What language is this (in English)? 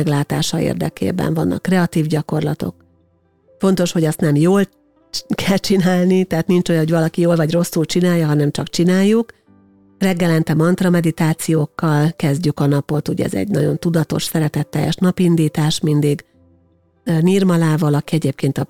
Hungarian